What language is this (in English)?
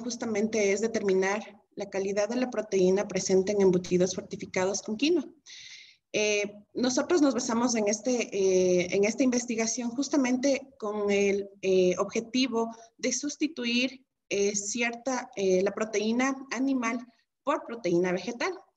Spanish